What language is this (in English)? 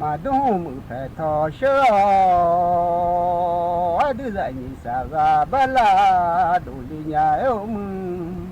Akha